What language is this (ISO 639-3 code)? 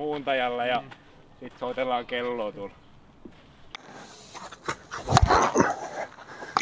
fin